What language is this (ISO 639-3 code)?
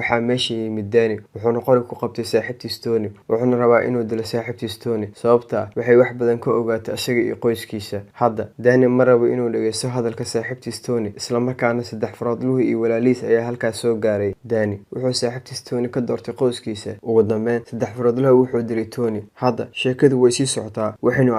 som